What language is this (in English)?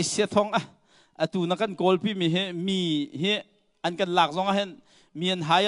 Hakha Chin